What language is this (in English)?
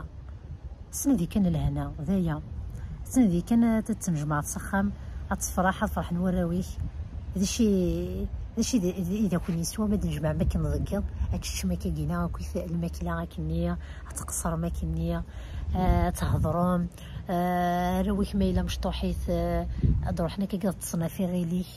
Kabyle